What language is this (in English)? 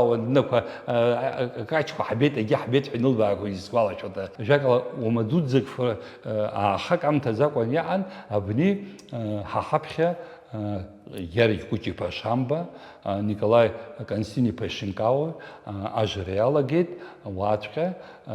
Abkhazian